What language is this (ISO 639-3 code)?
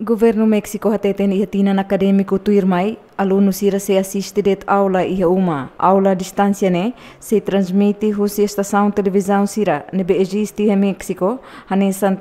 tet